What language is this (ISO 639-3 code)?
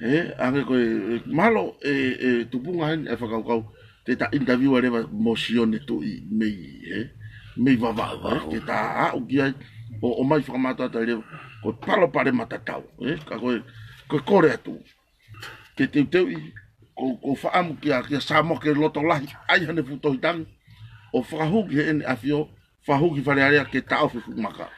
ton